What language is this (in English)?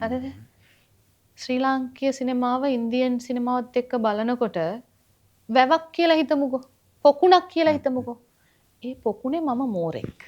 Sinhala